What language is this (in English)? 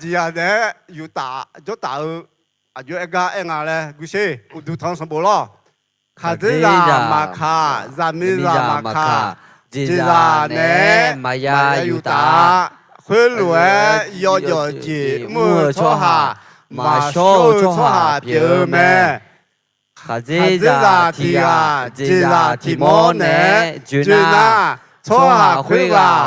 Akha